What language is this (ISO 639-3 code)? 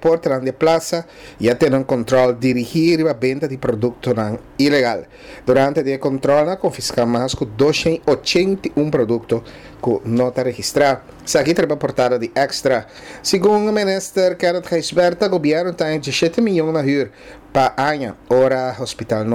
pap